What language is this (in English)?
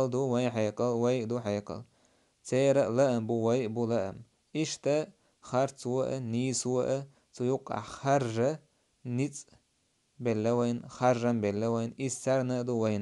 Chechen